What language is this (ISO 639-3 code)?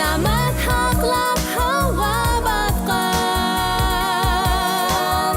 bak